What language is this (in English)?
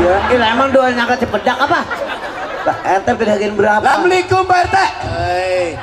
Betawi